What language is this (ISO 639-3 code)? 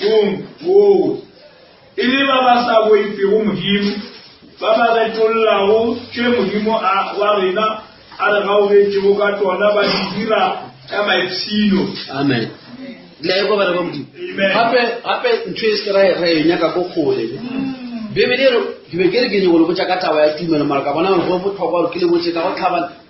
nso